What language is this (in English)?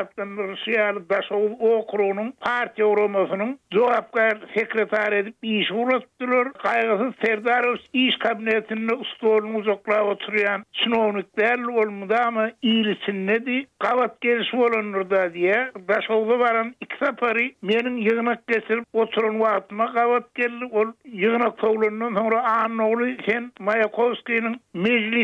Turkmen